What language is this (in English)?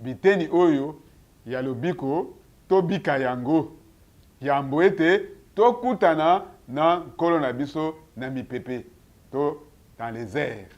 Lingala